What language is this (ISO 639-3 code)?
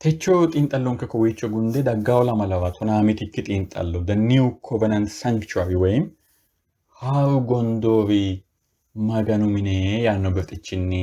sid